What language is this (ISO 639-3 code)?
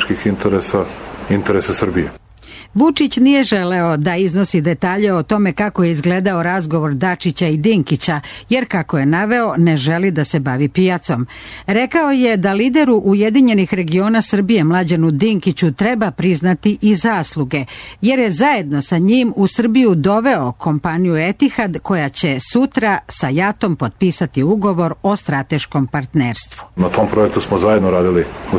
srp